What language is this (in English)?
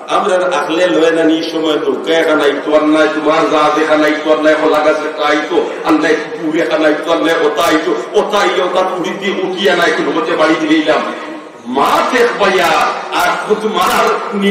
Sylheti